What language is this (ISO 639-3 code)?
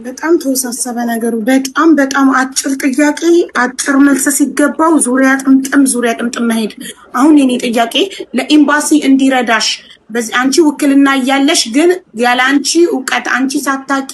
amh